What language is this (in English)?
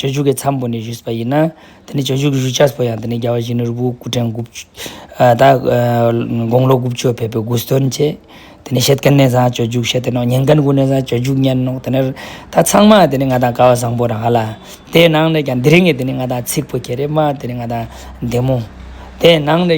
Ladakhi